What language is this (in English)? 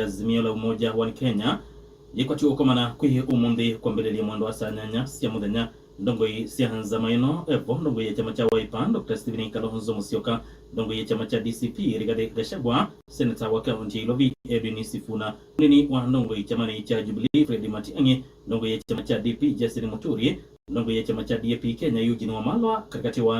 Kamba